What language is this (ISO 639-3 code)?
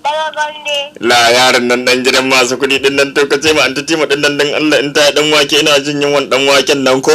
hau